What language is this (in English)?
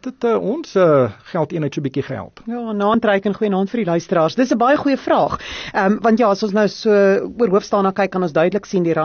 Afrikaans